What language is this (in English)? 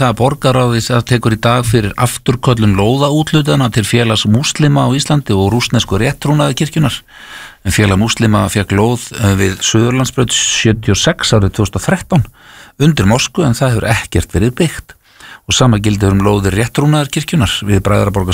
Icelandic